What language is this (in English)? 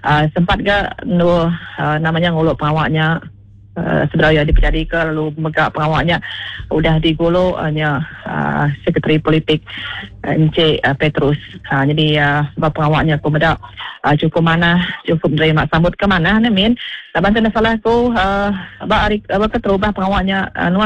Iban